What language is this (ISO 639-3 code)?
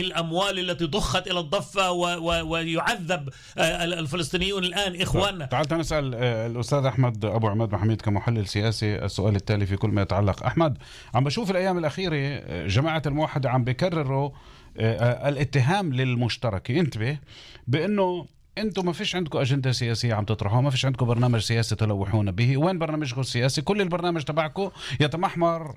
apc